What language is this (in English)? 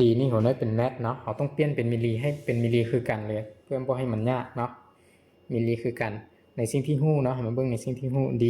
Lao